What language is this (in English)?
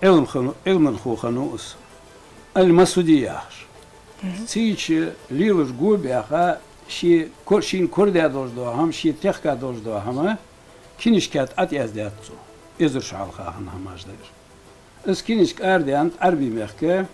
Ingush